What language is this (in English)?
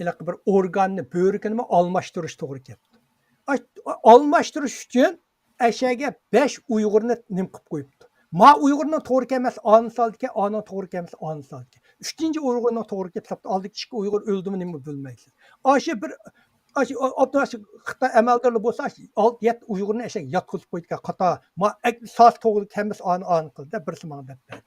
Uyghur